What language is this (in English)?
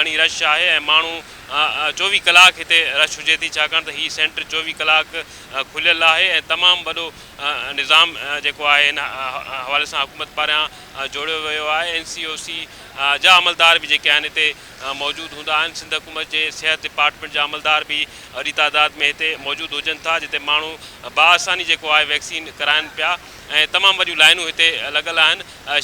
Sindhi